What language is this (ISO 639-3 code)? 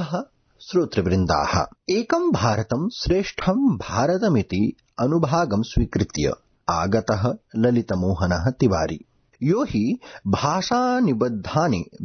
san